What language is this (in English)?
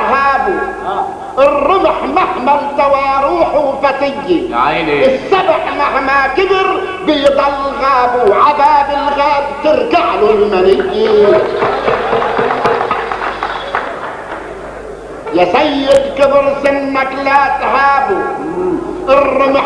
North Levantine Arabic